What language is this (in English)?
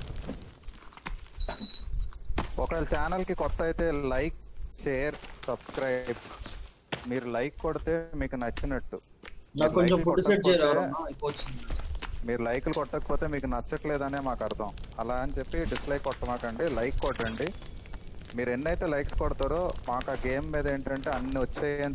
Telugu